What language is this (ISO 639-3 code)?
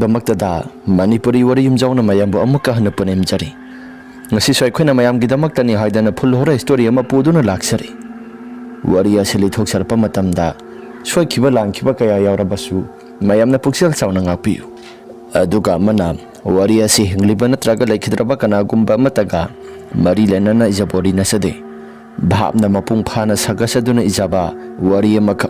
mni